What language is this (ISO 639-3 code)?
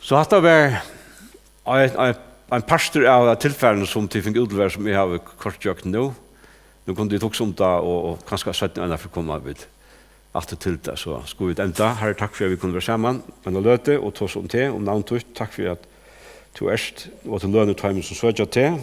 fao